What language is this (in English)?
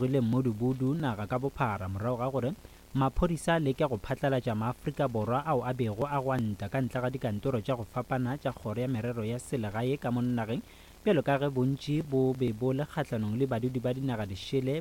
Northern Sotho